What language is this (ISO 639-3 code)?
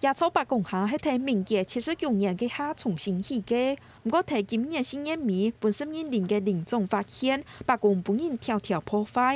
hak